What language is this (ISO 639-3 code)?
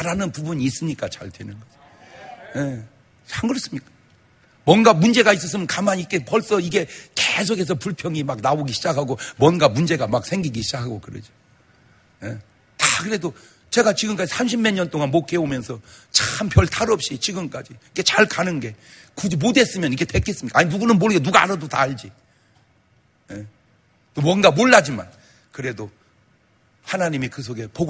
kor